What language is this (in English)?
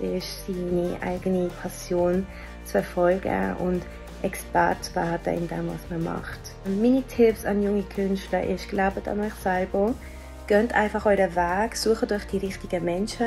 Swiss German